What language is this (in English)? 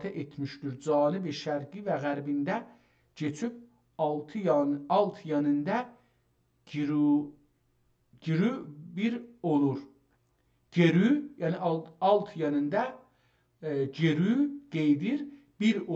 South Azerbaijani